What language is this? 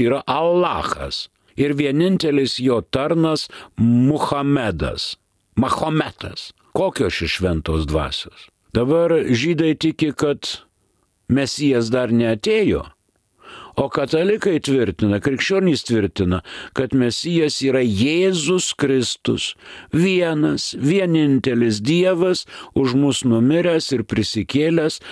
Lithuanian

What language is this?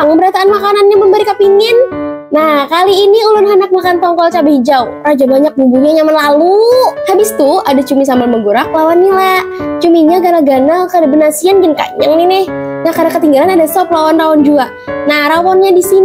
Banjar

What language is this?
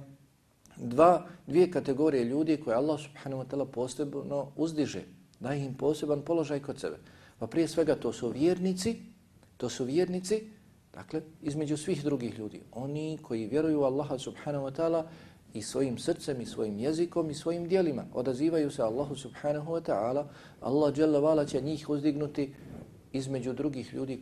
Bosnian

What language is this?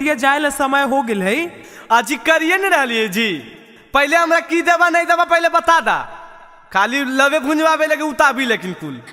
Magahi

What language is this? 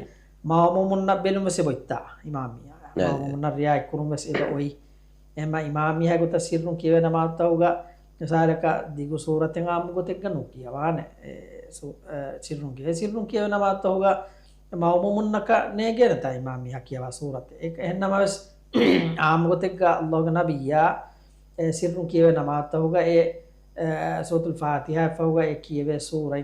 Divehi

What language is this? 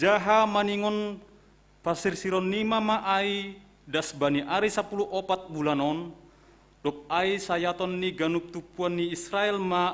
Batak Simalungun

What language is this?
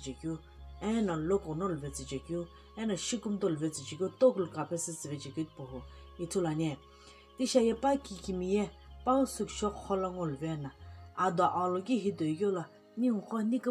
Sumi Naga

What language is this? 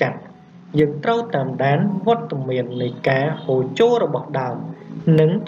Khmer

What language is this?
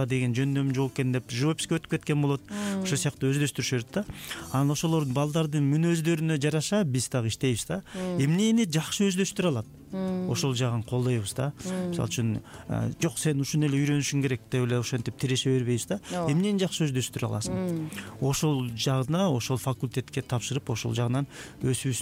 Kyrgyz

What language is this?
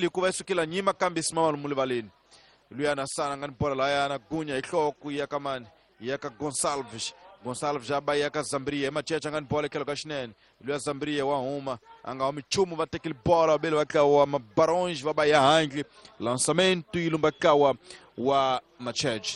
Tsonga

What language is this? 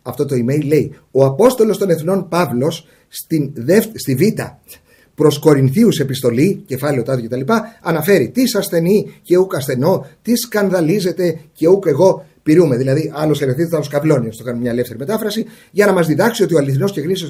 Greek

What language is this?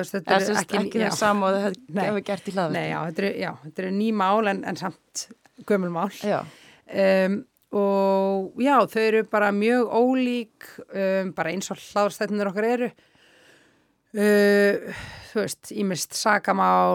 Icelandic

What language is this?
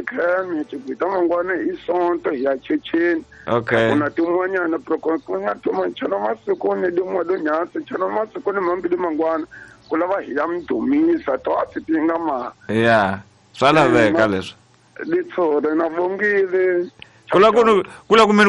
Tsonga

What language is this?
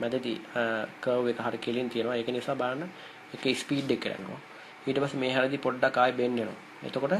Sinhala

